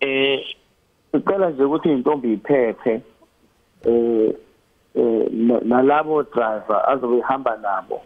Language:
Zulu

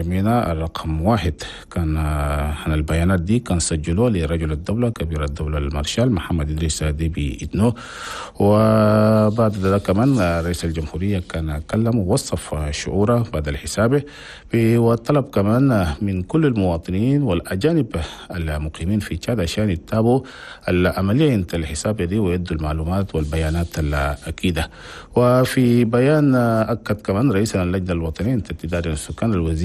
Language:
Chadian Arabic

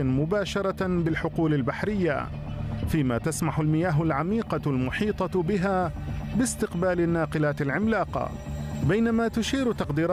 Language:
Arabic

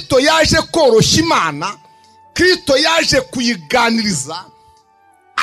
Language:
Kinyarwanda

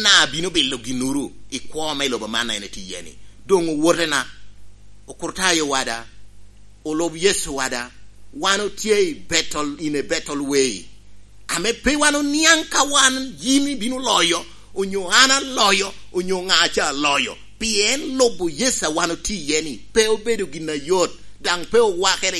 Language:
Lango (Uganda)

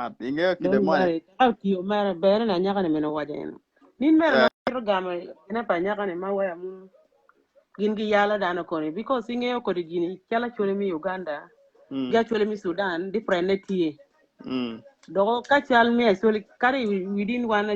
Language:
Acoli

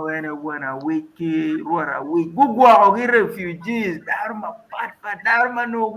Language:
Acoli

